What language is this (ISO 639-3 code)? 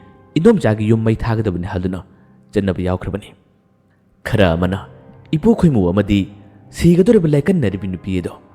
mni